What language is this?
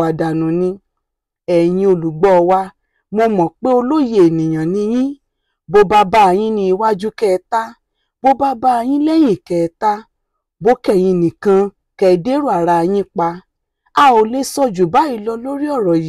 Yoruba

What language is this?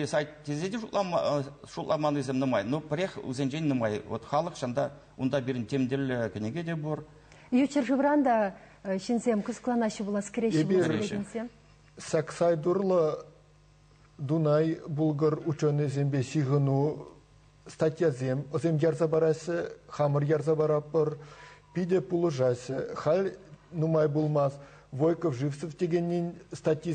Chuvash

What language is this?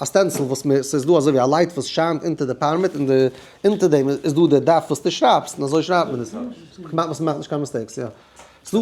Yiddish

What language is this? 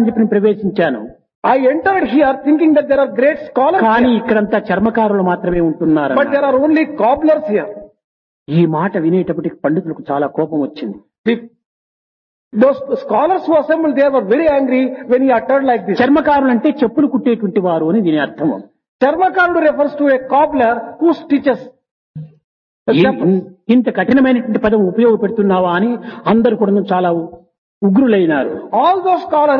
Telugu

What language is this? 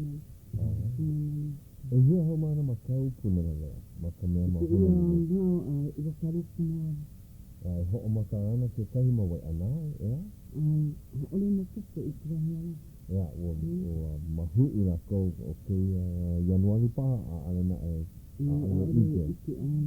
Hawaiian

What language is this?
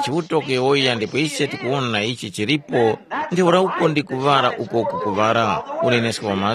Tumbuka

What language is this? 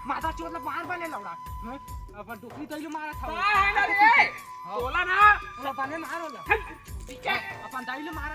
Chhattisgarhi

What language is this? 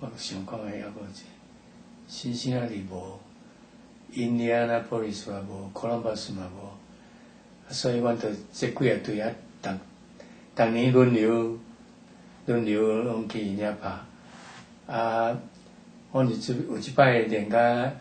Min Nan Chinese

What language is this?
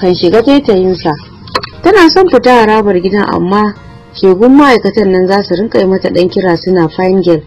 Hausa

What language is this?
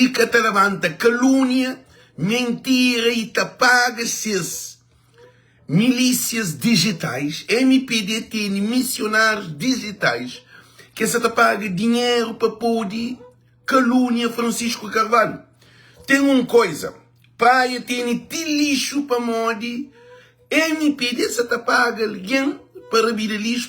Kabuverdianu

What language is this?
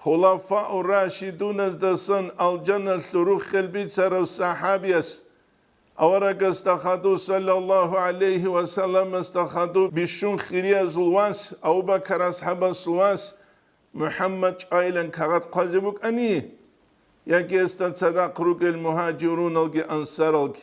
Avaric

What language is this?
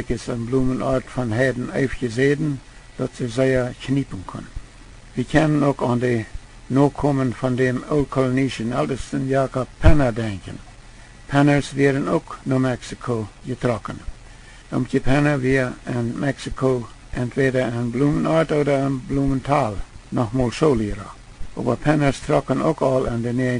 Plautdietsch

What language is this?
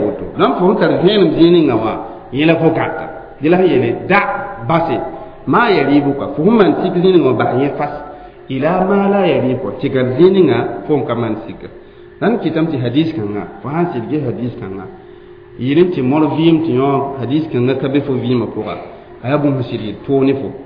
Mossi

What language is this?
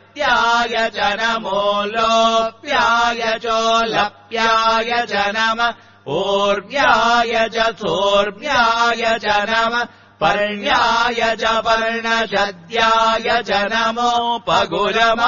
Sanskrit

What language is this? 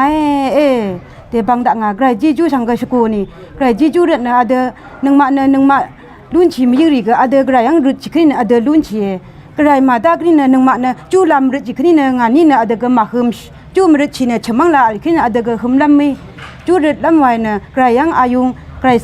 Rawang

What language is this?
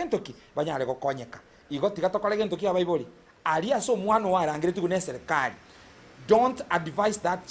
Gusii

